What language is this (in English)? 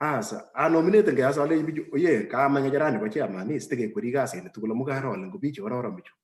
Kalenjin